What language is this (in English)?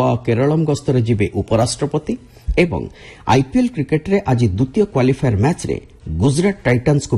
Odia